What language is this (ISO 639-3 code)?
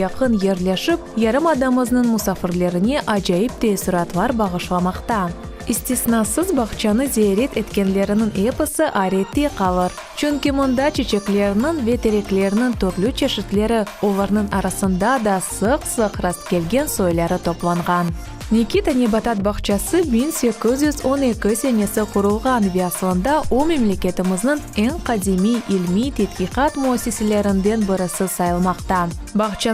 crh